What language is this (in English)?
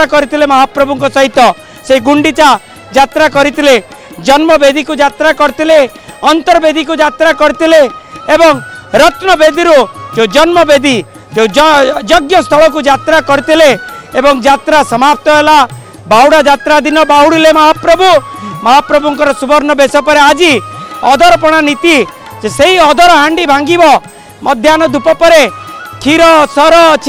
Odia